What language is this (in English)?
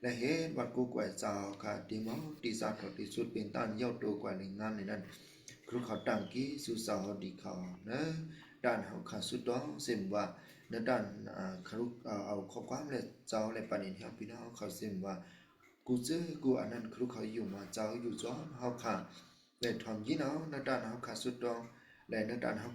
Shan